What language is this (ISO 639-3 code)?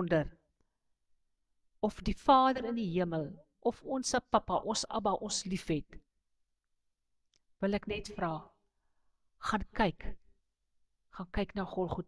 afr